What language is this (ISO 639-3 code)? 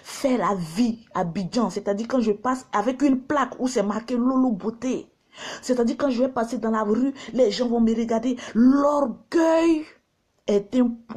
fra